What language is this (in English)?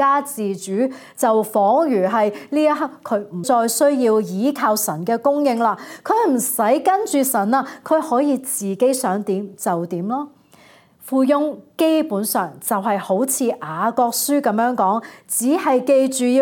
Cantonese